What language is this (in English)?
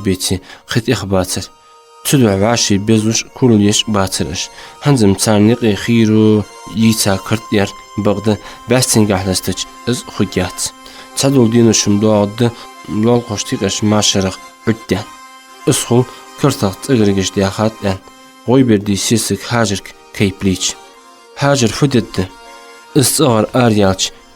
Ingush